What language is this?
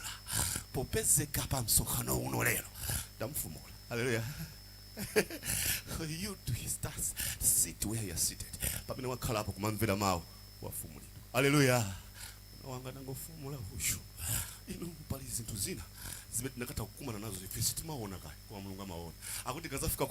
Nyanja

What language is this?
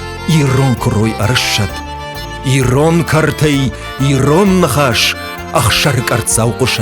Ossetic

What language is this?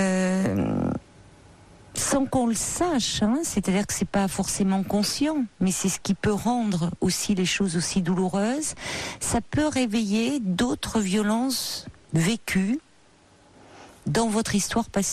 French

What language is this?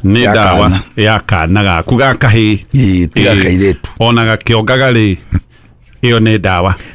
Kikuyu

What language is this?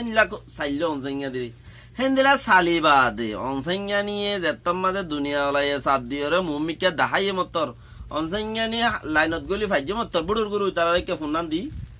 Rohingya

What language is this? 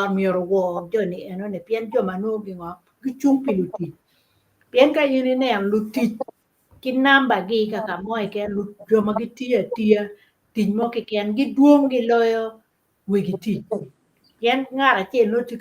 Acoli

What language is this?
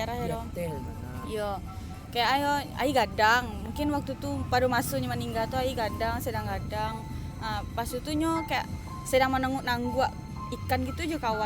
Minangkabau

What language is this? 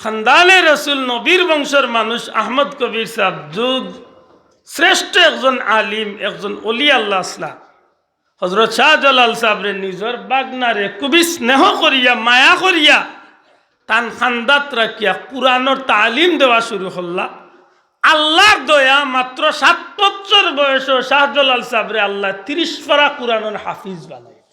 Sylheti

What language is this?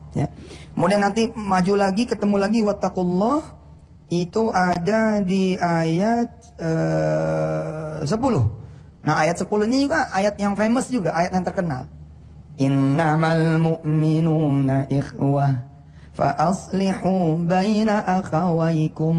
Indonesian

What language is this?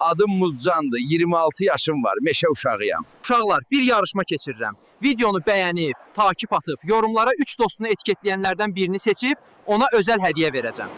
Azerbaijani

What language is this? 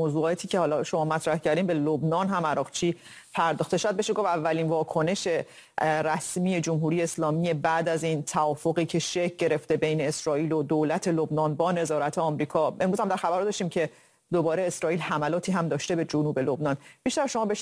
Persian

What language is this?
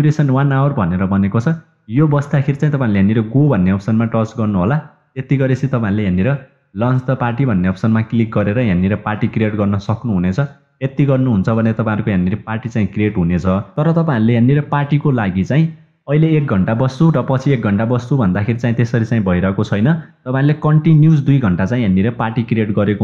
Nepali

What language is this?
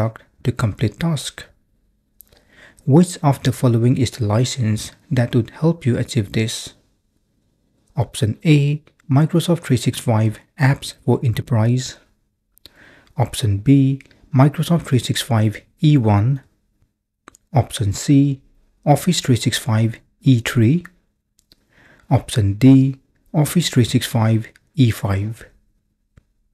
English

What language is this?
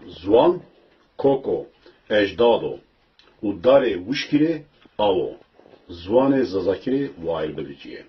Zaza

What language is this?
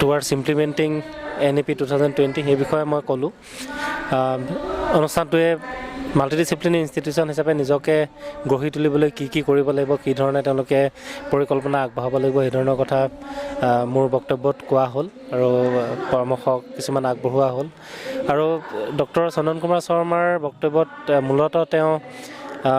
Assamese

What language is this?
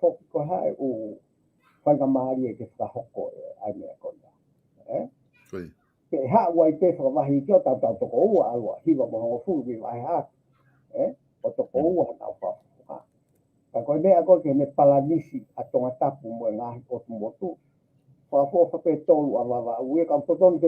Tongan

